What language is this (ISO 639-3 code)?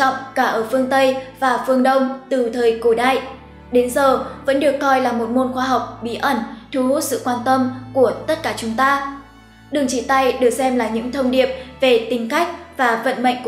vie